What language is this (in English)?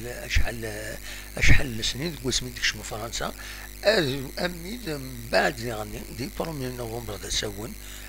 Kabyle